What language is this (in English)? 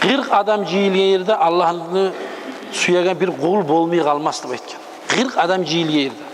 Kumyk